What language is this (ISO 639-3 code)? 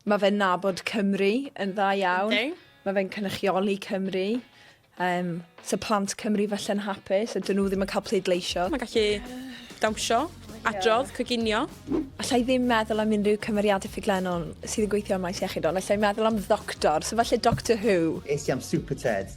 cym